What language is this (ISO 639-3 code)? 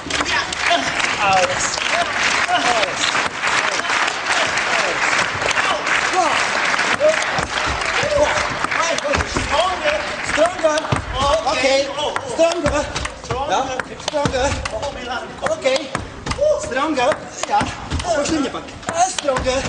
dan